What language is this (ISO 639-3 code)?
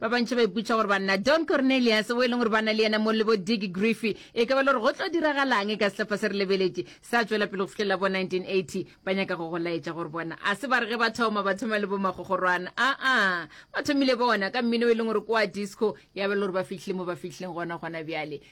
nso